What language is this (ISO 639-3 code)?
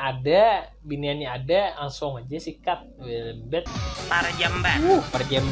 bjn